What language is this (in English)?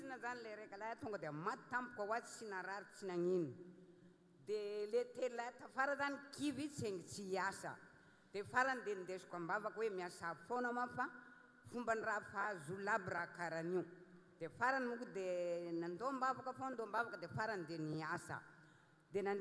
Malagasy